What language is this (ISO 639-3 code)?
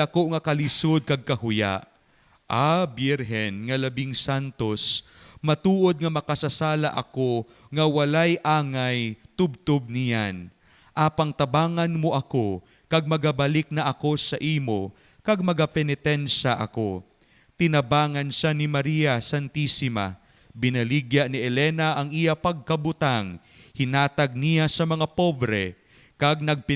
hil